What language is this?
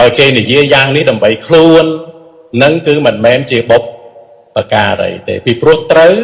Khmer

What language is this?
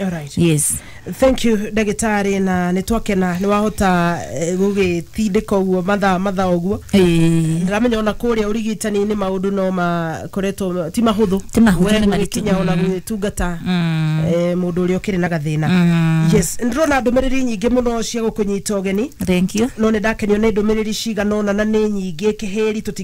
Kikuyu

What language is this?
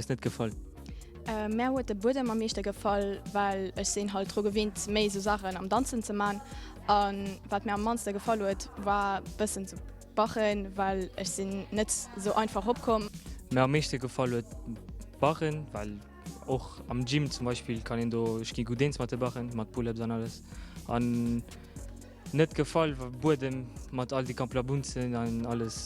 Luxembourgish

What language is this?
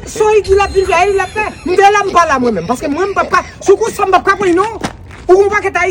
Haitian Creole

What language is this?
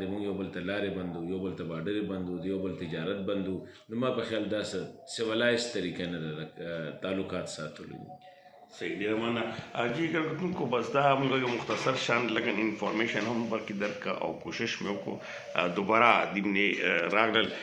Pashto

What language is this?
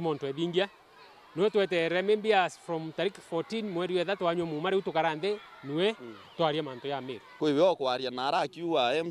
Meru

